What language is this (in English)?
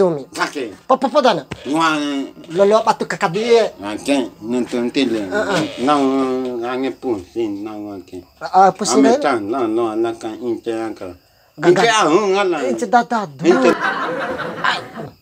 Bima